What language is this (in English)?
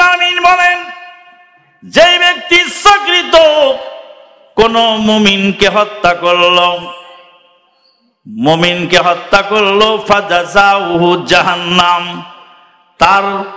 Bangla